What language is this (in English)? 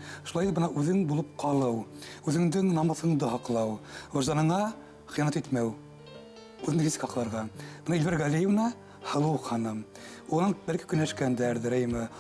Bashkir